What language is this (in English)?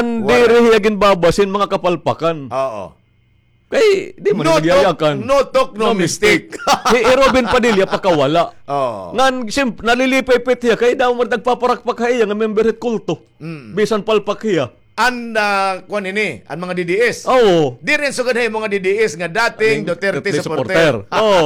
Waray